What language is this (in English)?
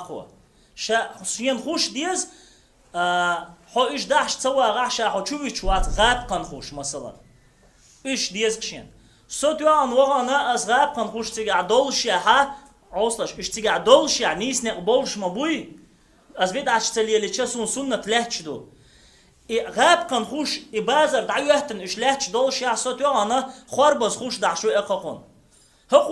Chechen